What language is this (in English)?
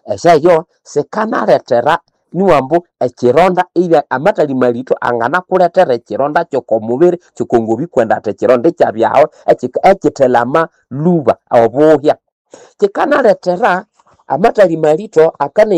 Nande